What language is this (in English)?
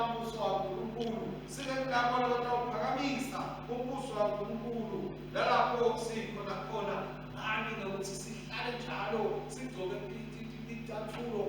Swati